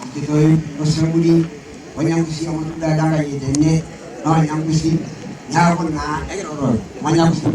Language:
Masai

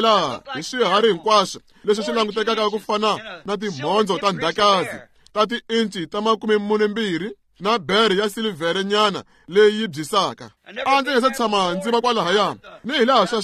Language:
Tsonga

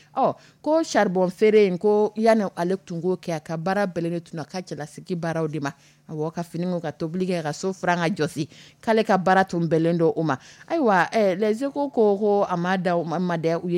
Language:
Dyula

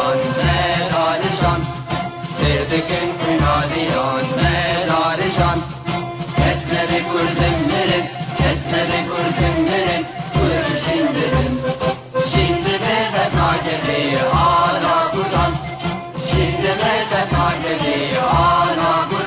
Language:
Kurdish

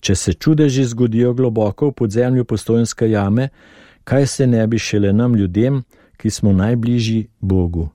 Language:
Slovenian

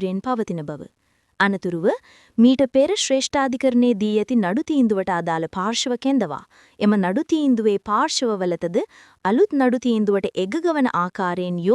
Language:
Sinhala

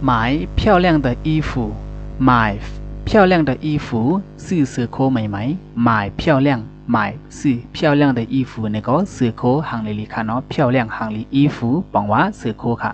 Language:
Shan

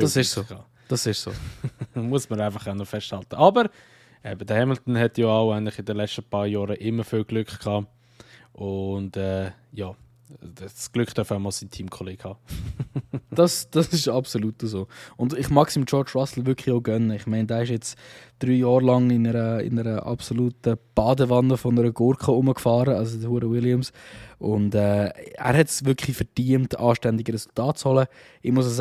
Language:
Swiss German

